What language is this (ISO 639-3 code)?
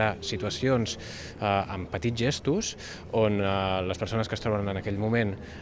cat